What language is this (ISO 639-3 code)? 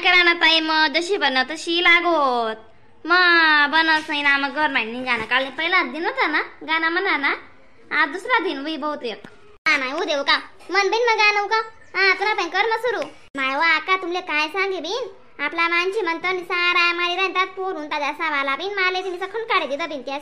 khn